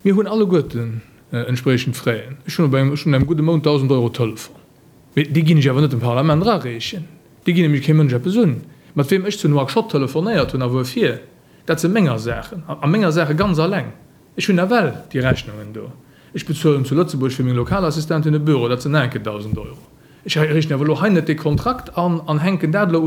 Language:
Luxembourgish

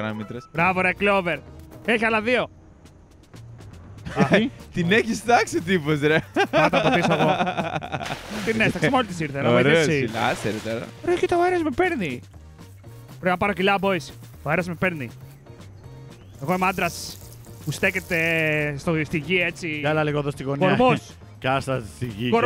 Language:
Greek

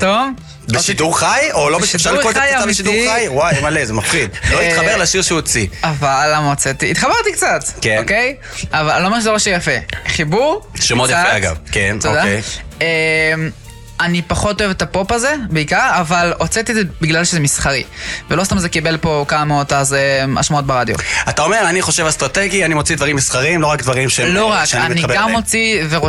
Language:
Hebrew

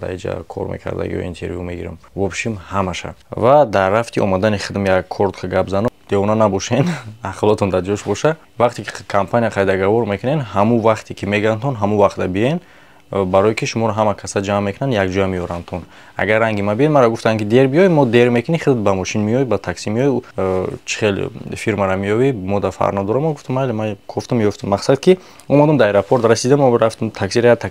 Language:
Tajik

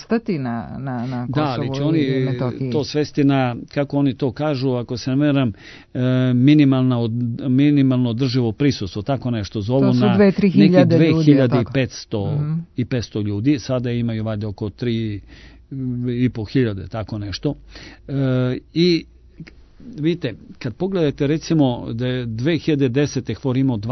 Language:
Serbian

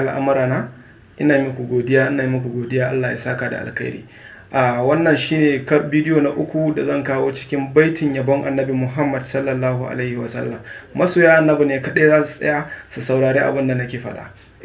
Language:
Hausa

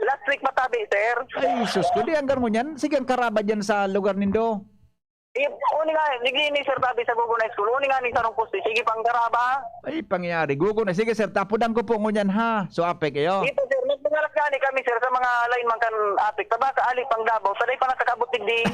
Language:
Bikol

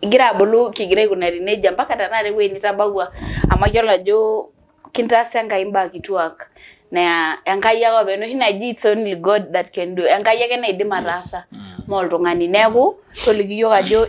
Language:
Masai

